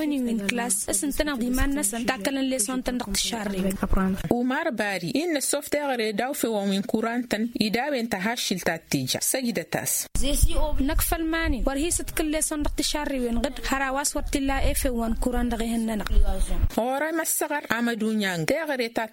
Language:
Tamasheq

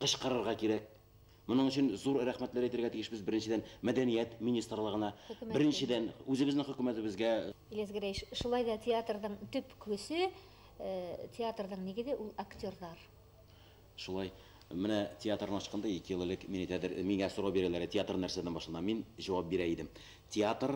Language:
Bashkir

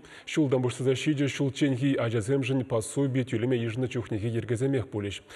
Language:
Chuvash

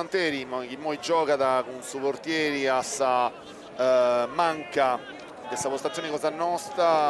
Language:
Sardinian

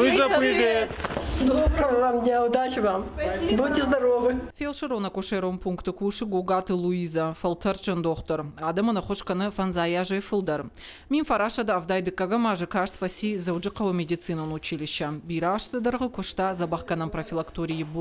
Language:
Ossetic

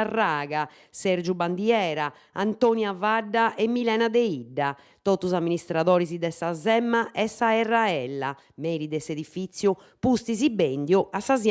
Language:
Sardinian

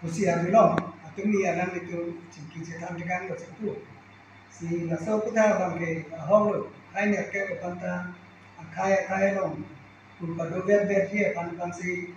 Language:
Karbi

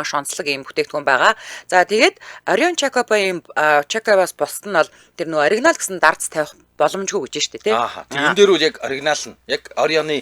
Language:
Mongolian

